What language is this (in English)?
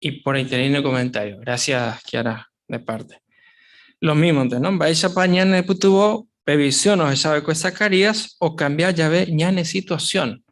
Guarani